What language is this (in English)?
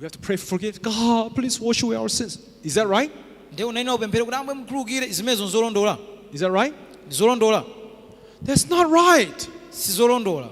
Nyanja